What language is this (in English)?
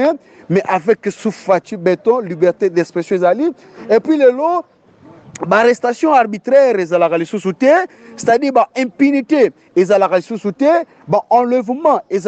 Lingala